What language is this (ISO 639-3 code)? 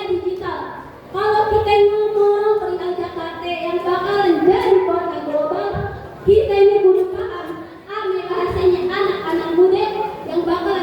bew